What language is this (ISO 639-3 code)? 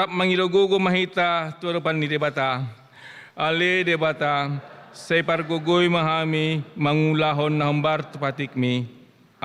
bbc